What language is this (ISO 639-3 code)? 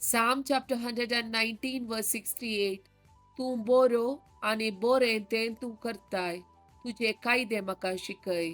kok